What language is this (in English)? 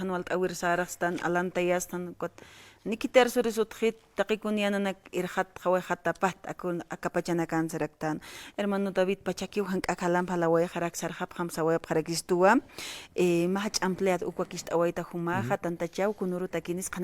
Aymara